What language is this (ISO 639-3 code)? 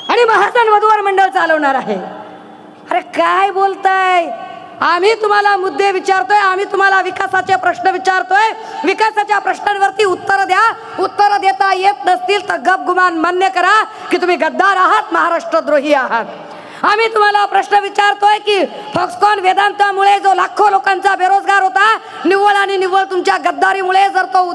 mar